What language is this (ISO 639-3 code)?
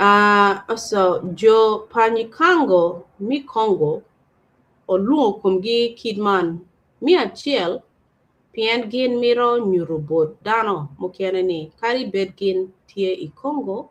ach